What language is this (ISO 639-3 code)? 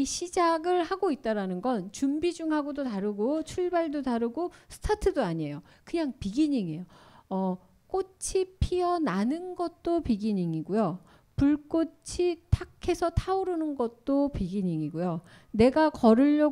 kor